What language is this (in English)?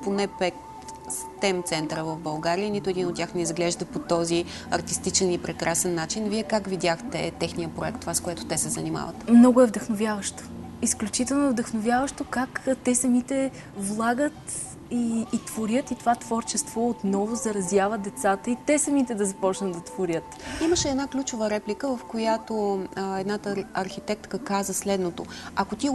Bulgarian